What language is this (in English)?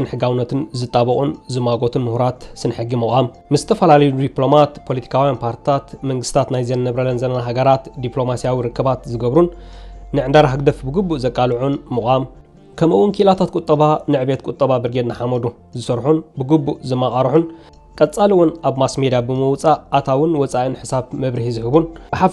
Tigrinya